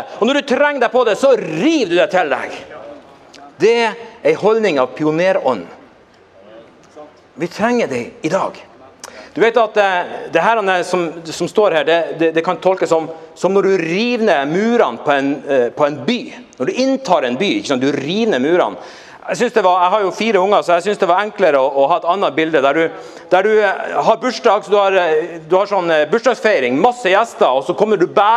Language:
Norwegian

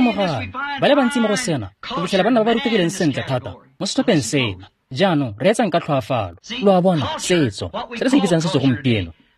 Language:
Tswana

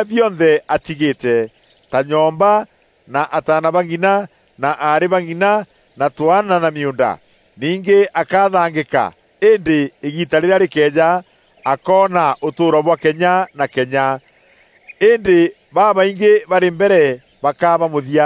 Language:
Meru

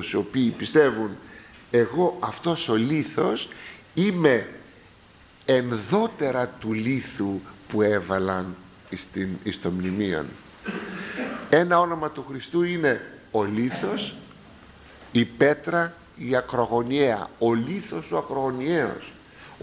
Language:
Greek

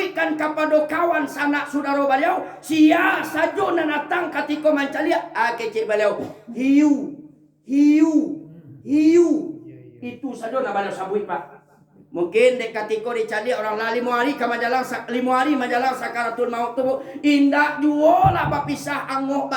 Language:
Minangkabau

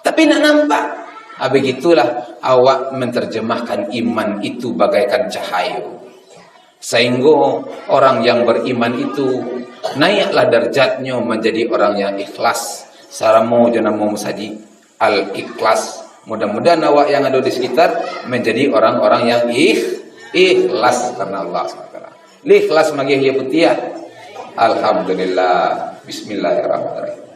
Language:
Minangkabau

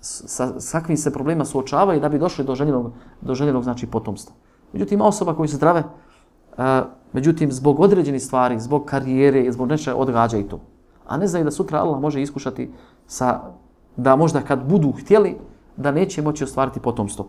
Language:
Bosnian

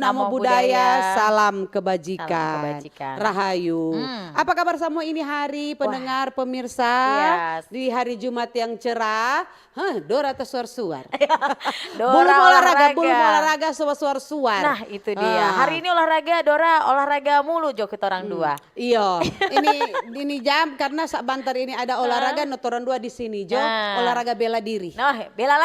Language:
Manado Malay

